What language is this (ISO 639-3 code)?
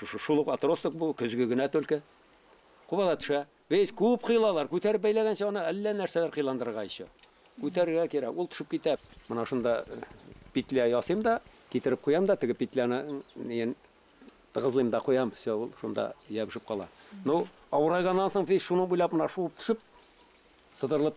bak